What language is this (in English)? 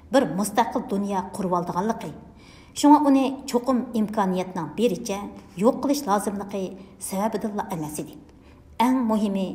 Uyghur